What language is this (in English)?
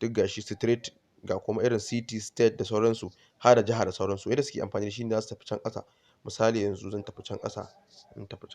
Hausa